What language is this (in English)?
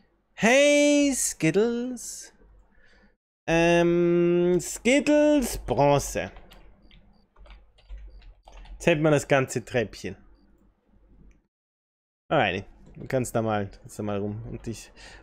German